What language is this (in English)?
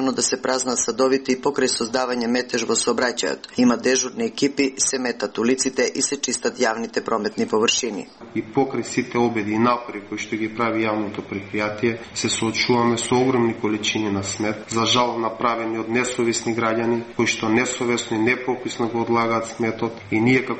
Macedonian